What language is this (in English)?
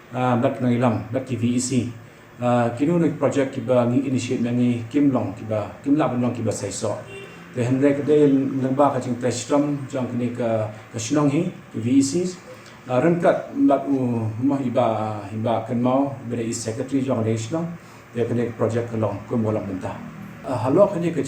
Khasi